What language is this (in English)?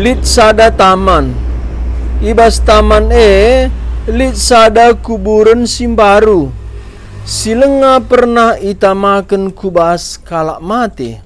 Batak Karo